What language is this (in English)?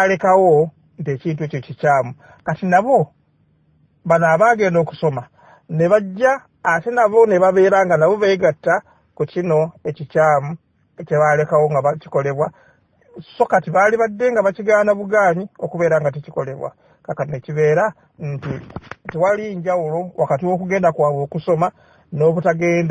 Ganda